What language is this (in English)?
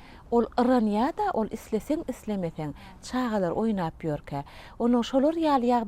Turkmen